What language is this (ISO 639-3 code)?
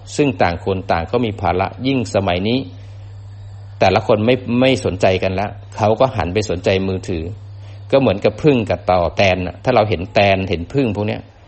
tha